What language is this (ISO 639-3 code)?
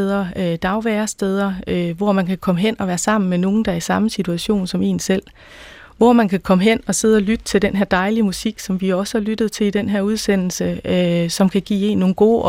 dan